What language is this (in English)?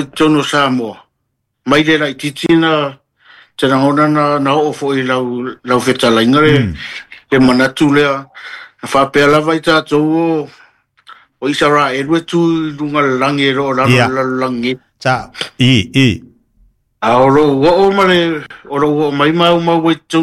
Samoan